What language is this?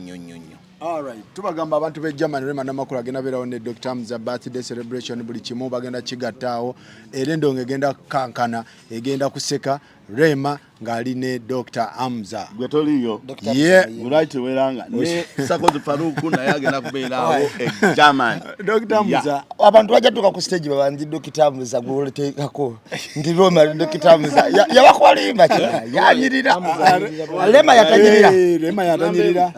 Ganda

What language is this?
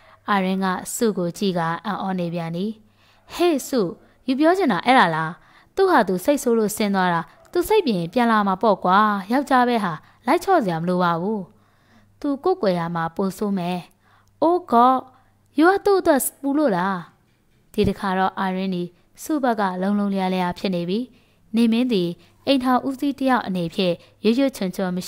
Burmese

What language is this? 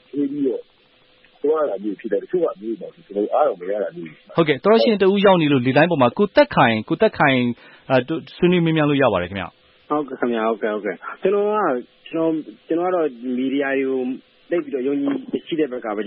Burmese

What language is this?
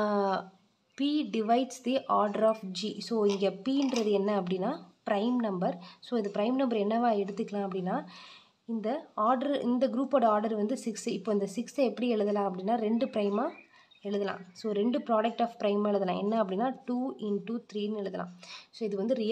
Tamil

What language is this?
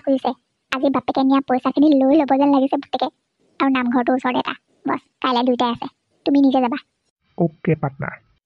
Assamese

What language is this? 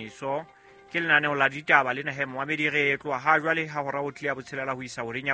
Southern Sotho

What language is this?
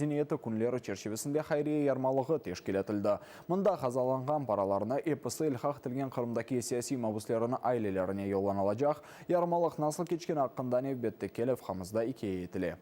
Crimean Tatar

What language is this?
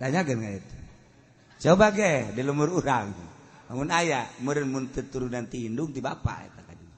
Sundanese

